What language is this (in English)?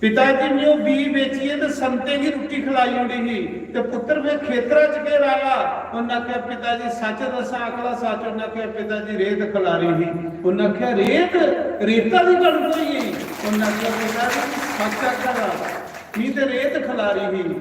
Dogri